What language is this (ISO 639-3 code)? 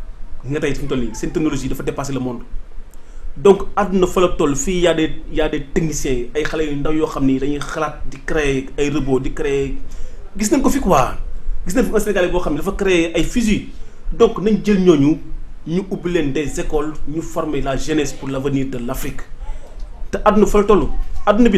wol